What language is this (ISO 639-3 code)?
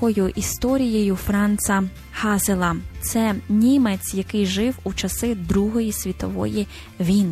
ukr